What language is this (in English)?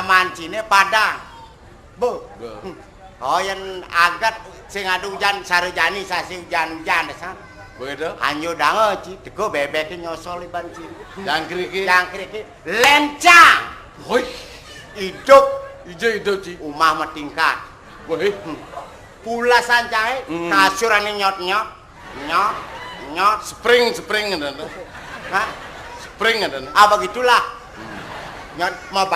Balinese